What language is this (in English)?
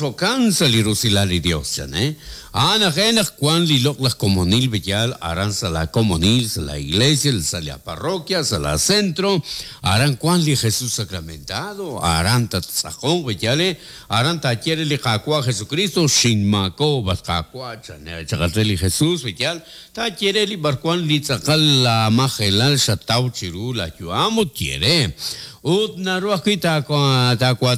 Kekchí